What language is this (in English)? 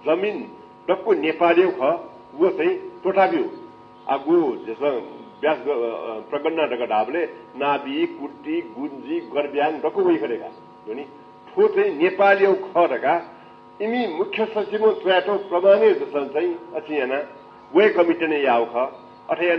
Newari